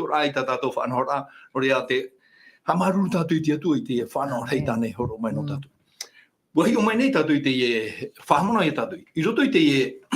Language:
Tahitian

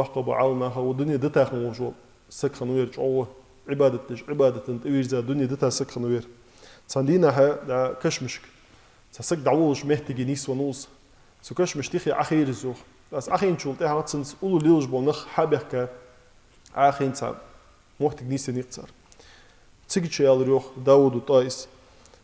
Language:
Ingush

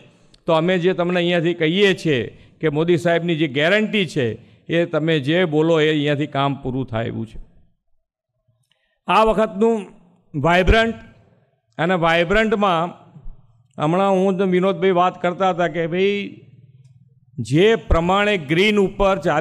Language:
Gujarati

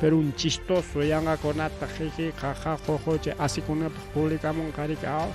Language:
Ayacucho Quechua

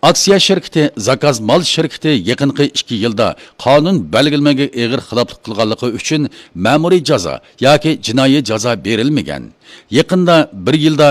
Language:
Uyghur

